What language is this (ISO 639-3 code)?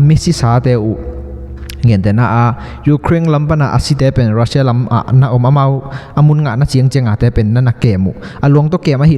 ctd